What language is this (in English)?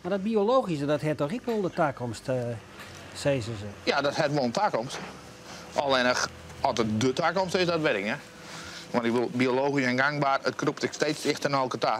Western Frisian